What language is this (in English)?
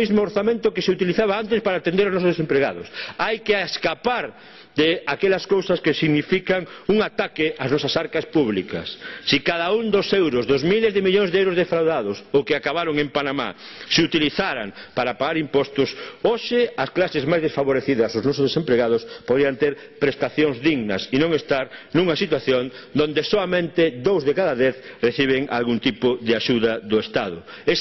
Galician